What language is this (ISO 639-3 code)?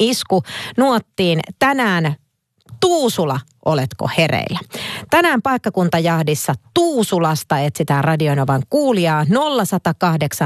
fin